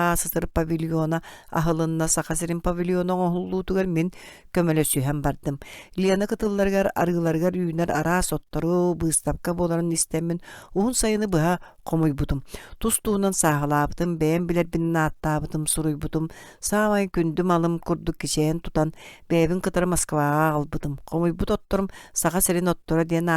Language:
Yakut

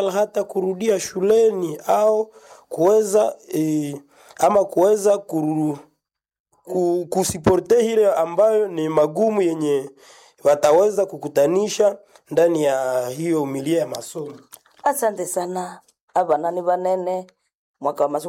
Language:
Swahili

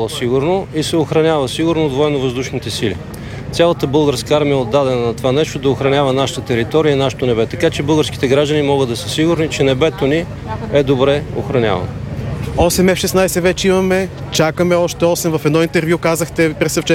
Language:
Bulgarian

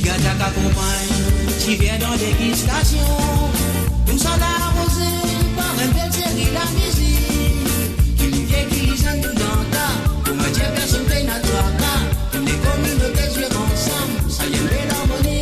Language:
Morisyen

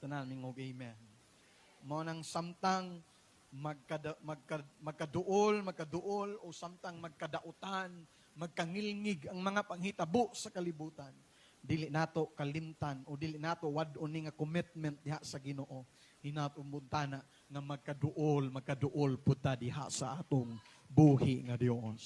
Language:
Cebuano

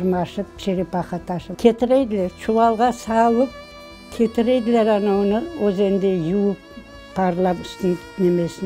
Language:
Crimean Tatar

